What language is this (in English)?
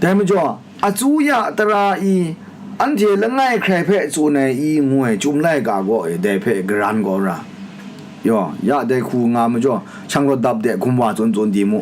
Kachin